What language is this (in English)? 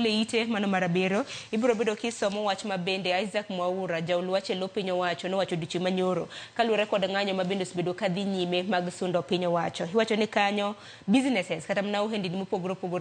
Luo (Kenya and Tanzania)